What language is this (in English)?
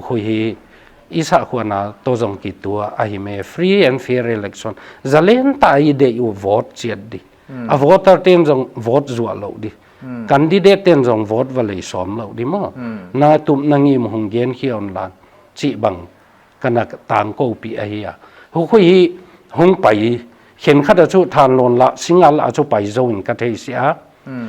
Paite Chin